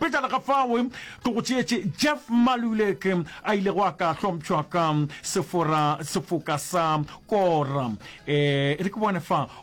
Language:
Northern Sotho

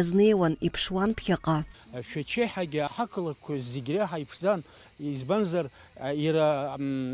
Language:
Abkhazian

